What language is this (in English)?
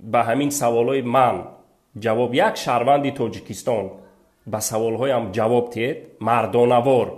Tajik